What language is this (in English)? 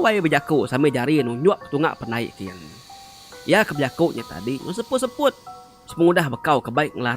Iban